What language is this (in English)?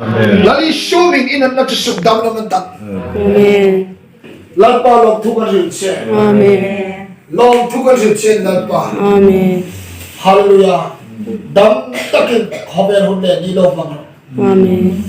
Hmar